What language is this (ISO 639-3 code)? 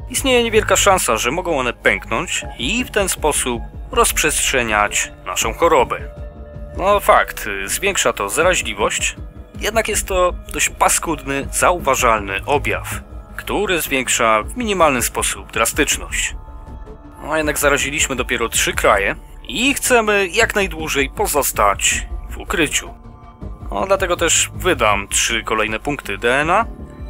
pol